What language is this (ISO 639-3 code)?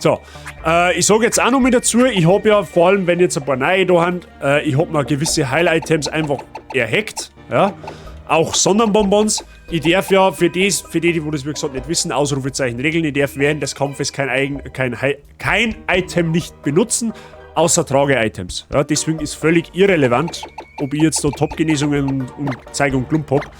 bar